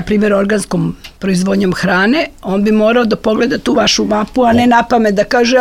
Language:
Serbian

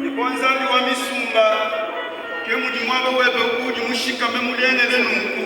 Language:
Luba-Lulua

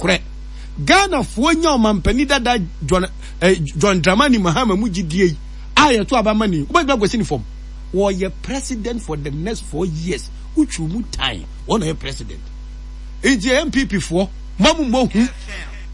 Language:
Akan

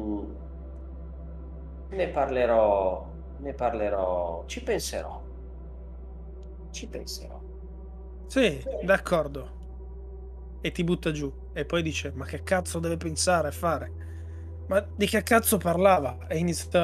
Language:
Italian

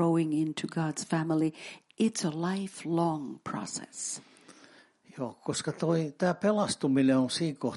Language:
Finnish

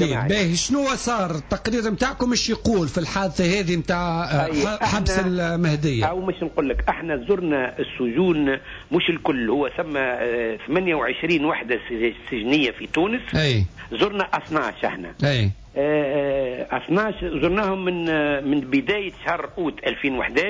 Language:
Tunisian Arabic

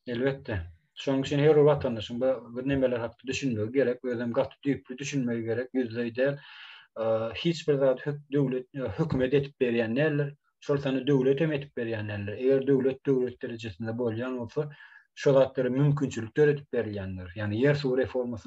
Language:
Turkmen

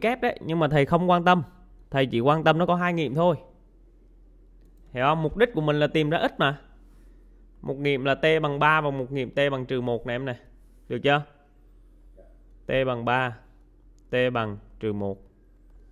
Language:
Vietnamese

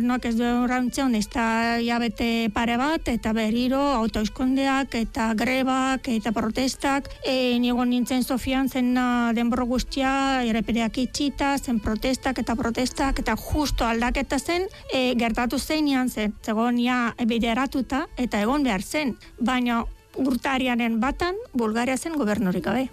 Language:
Basque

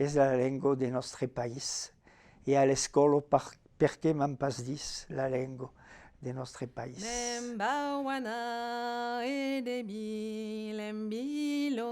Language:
Occitan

